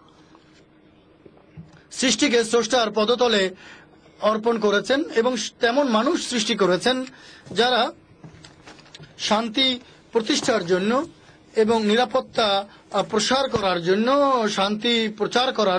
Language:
Bangla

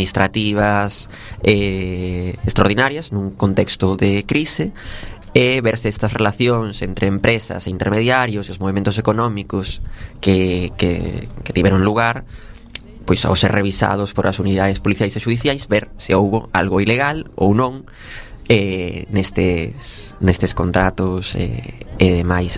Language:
Galician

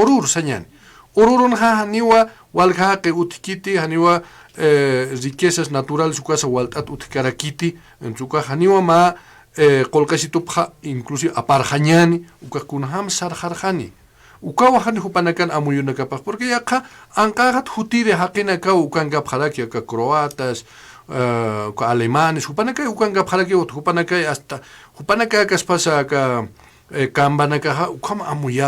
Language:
Aymara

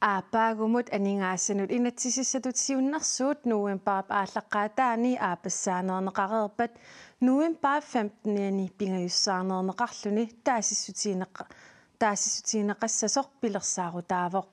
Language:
Kalaallisut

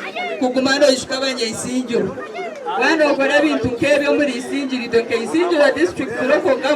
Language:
Nyankole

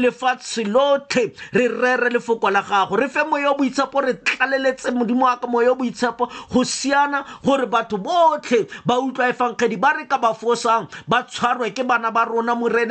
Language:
Tswana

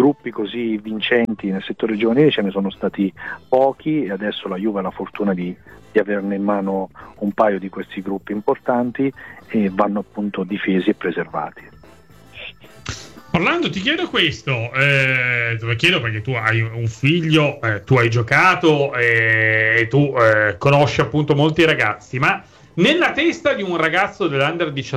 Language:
Italian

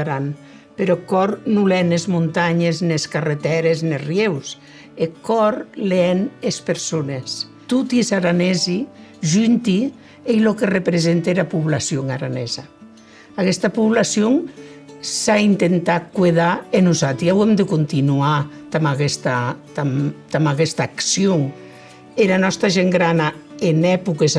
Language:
Occitan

